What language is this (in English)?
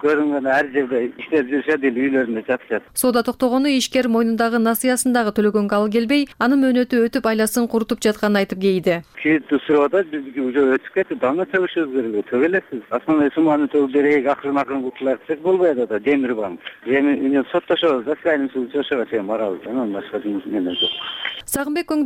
Kyrgyz